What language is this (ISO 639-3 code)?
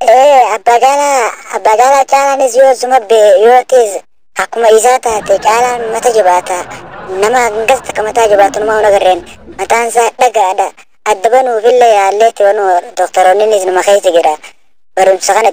orm